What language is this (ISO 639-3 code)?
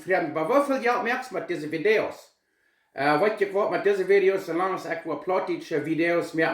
pdt